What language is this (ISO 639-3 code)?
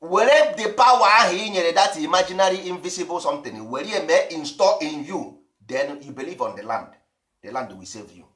ibo